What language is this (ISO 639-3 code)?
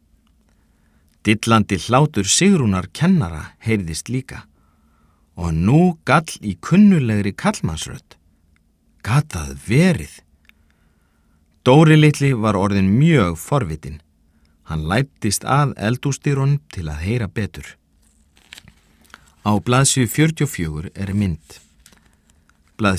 isl